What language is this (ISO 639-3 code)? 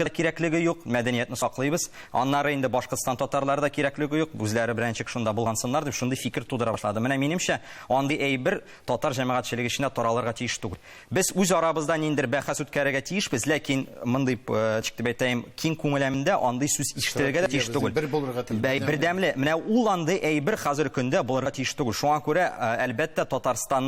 tat